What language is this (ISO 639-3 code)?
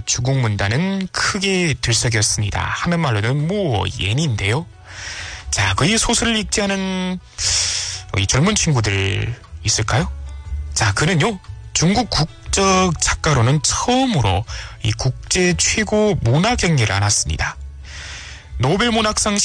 kor